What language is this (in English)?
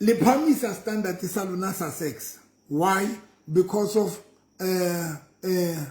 Southern Sotho